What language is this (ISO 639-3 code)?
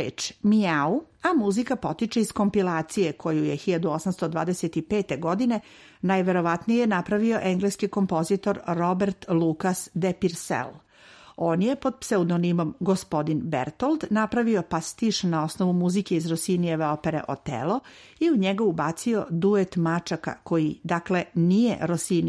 srp